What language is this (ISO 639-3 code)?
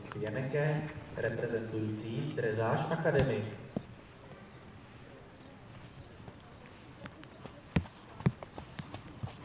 ces